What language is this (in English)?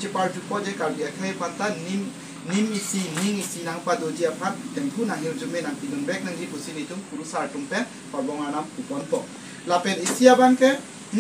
Karbi